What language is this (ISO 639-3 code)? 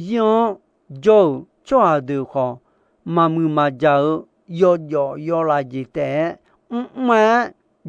ahk